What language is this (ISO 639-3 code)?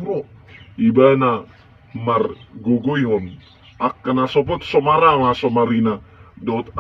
bbc